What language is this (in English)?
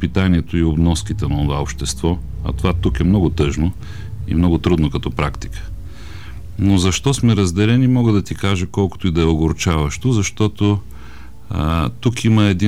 Bulgarian